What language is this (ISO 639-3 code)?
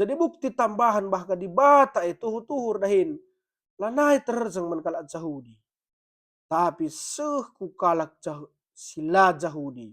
btx